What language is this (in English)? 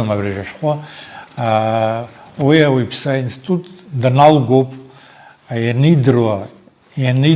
Abkhazian